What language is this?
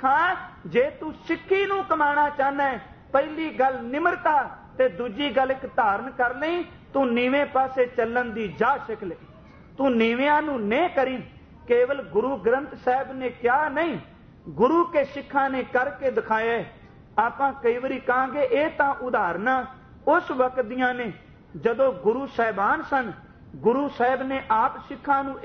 Punjabi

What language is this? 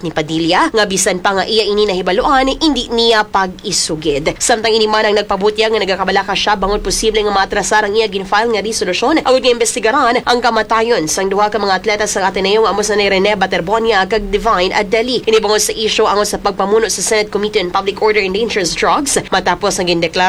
Hiligaynon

